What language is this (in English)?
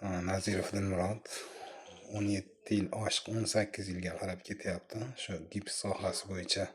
Uzbek